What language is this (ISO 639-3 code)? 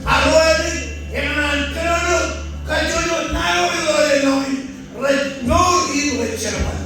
mah